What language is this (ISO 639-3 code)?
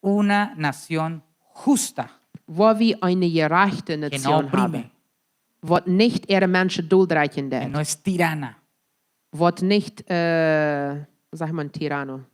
pdt